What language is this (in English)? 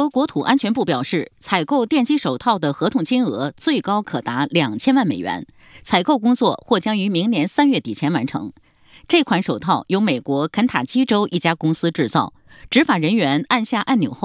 Chinese